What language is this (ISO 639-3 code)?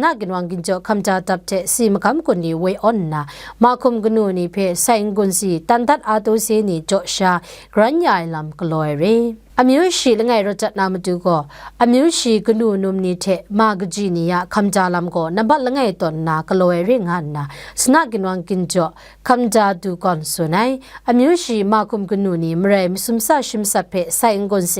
kac